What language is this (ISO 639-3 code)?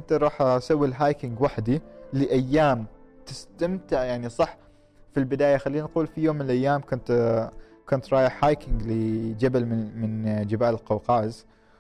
afb